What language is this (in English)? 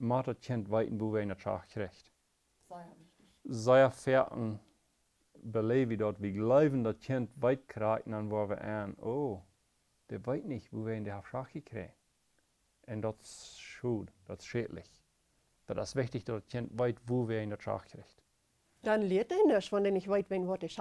Plautdietsch